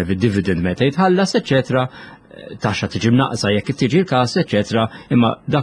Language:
Maltese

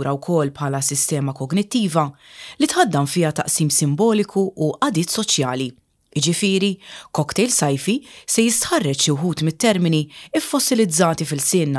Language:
Maltese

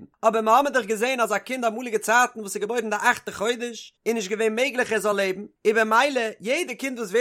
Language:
Yiddish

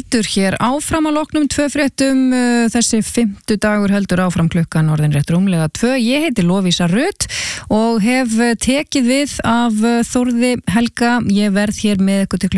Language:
Icelandic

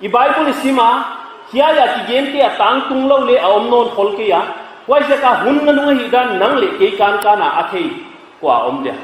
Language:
Paite Chin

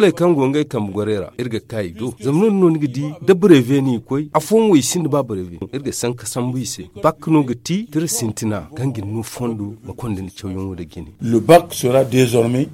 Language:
Zarma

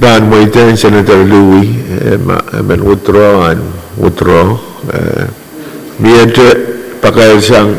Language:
Pohnpeian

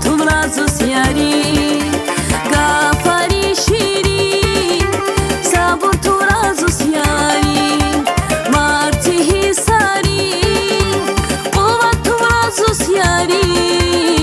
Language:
Tabassaran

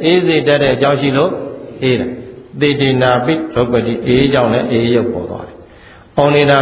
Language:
Burmese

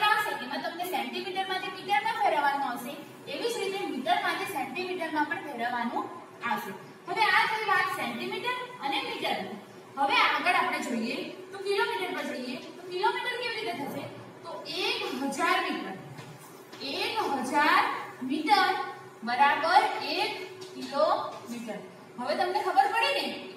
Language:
Gujarati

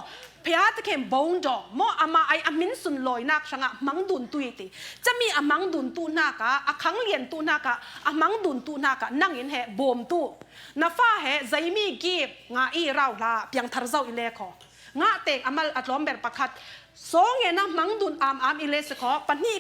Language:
Falam Chin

